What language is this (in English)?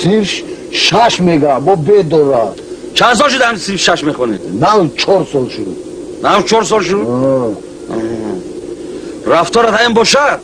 Tajik